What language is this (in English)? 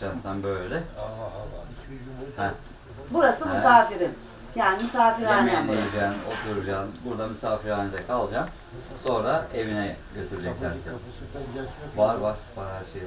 Turkish